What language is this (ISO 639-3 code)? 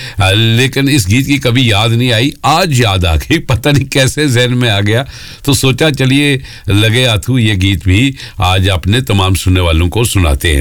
hin